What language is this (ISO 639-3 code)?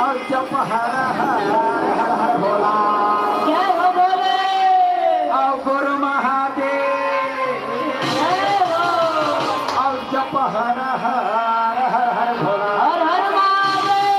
hne